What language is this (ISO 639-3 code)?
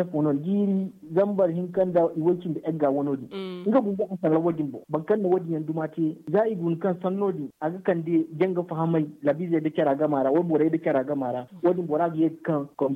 dje